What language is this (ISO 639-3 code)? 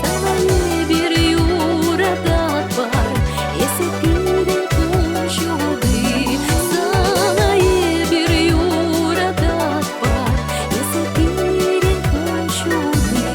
chv